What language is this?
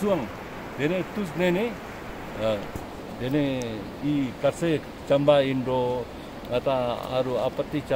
Ladakhi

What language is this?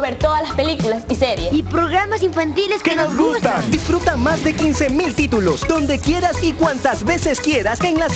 Spanish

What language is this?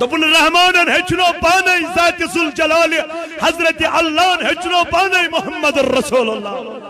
Kashmiri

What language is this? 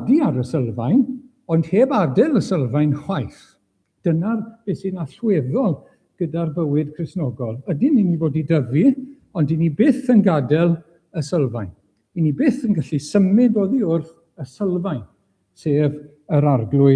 Welsh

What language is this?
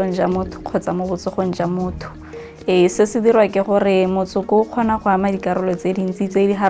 Tswana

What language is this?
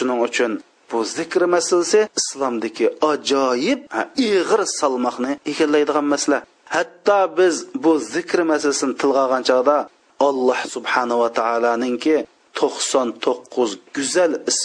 Uyghur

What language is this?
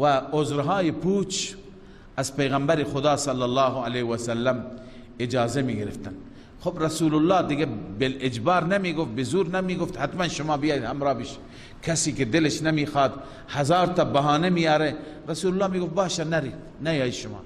Persian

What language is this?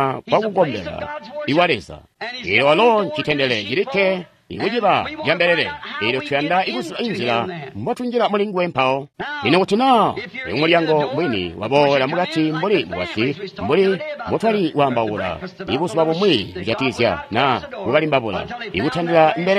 Tonga (Zambia)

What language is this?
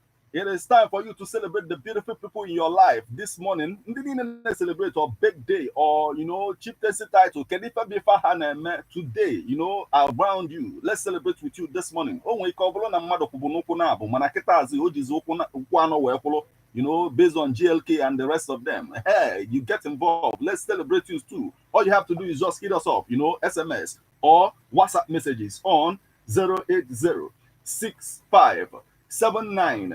Igbo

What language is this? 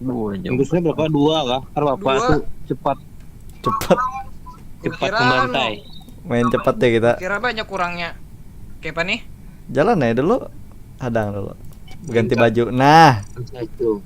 Banjar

